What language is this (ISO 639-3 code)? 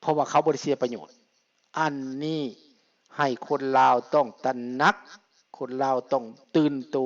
lao